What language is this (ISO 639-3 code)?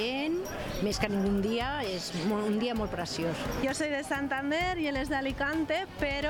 cat